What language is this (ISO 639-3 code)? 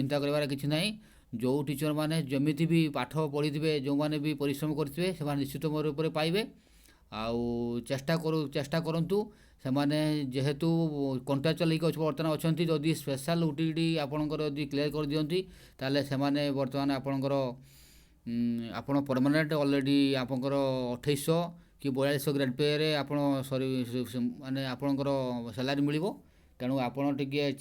ori